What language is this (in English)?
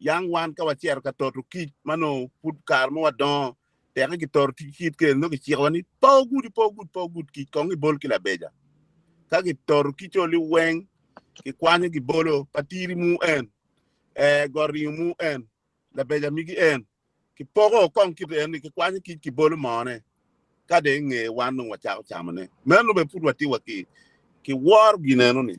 Acoli